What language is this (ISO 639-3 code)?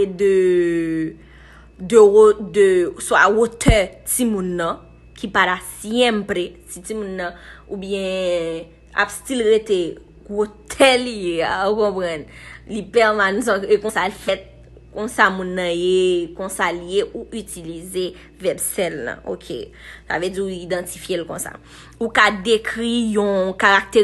hat